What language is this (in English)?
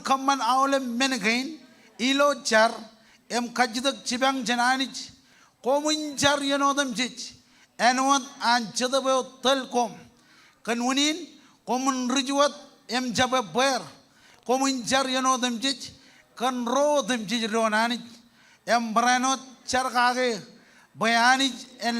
Marshallese